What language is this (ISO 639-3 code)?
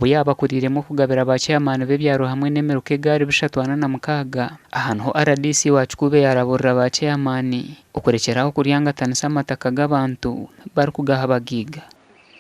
nyn